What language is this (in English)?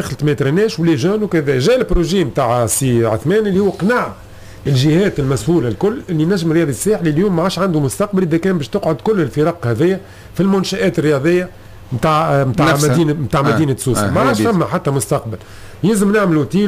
Tunisian Arabic